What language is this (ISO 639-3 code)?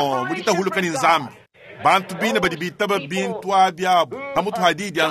lua